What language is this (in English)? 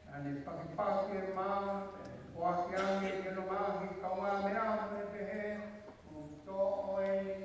Tongan